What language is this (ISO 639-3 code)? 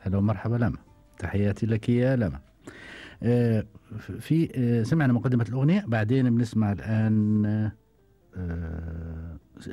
afb